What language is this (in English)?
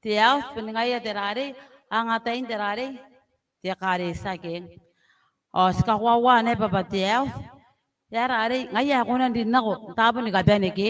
Gilbertese